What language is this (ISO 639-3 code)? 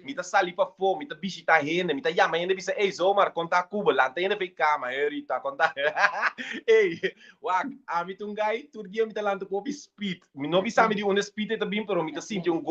pap